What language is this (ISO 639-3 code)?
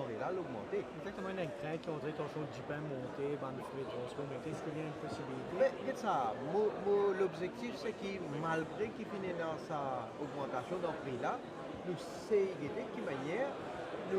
mfe